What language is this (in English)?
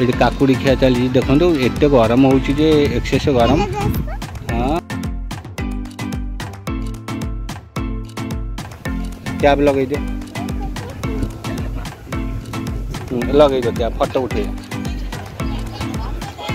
Odia